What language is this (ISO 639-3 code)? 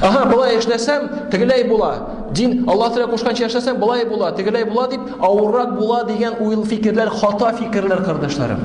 tat